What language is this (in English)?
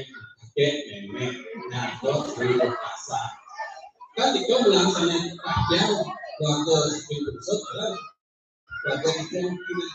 Balinese